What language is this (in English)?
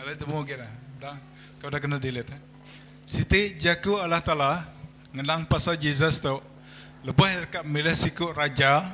Iban